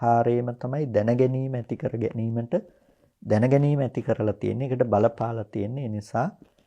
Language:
Sinhala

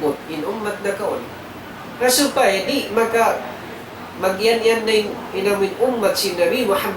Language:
Tausug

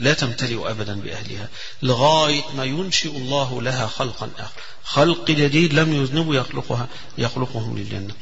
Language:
Arabic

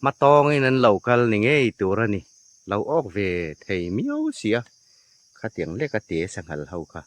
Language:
Hmar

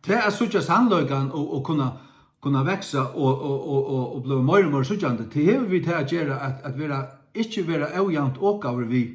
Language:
Faroese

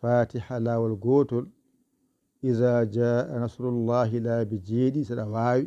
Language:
Fula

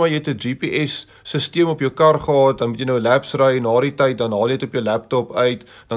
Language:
Afrikaans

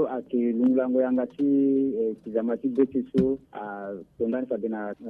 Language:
Sango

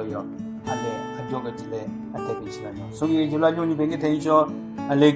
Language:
Southern Rengma Naga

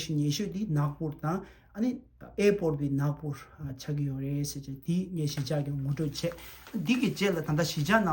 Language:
Tibetan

